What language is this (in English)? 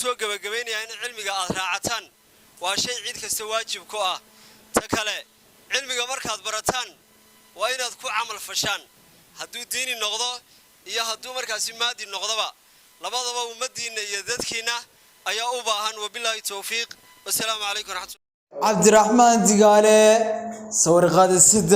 Somali